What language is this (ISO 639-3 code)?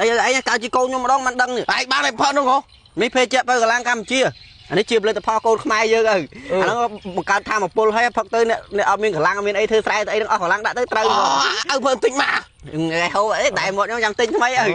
khm